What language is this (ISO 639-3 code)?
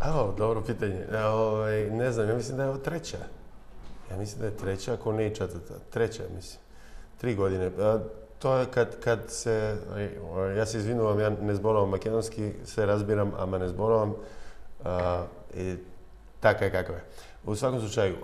mkd